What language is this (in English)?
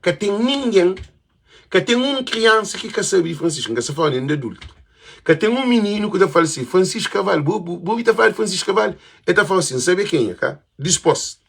Kabuverdianu